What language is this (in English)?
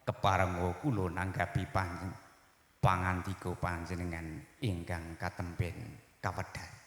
Javanese